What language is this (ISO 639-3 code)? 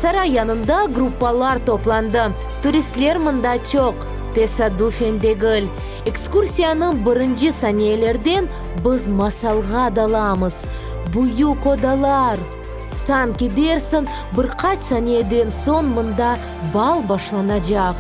crh